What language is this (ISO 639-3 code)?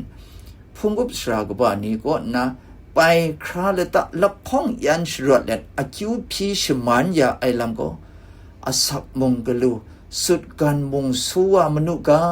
kac